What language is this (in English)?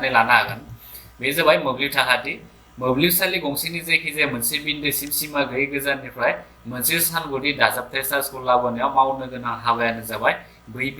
Bodo